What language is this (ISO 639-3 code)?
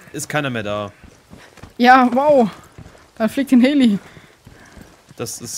deu